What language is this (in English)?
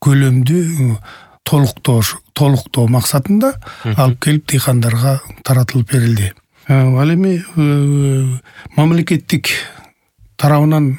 Kyrgyz